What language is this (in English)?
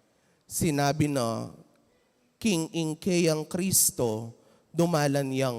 Pampanga